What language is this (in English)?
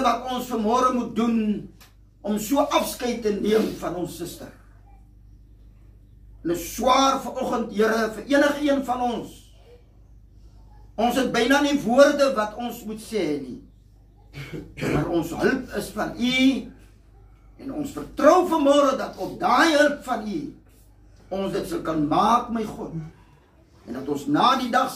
Afrikaans